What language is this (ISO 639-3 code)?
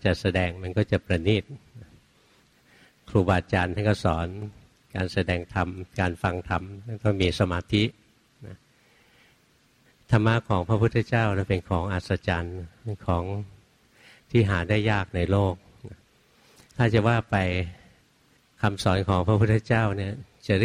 tha